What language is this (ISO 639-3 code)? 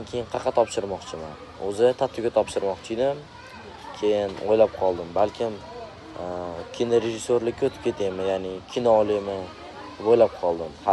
uzb